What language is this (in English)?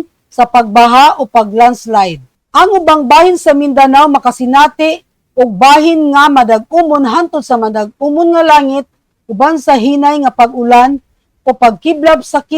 Cebuano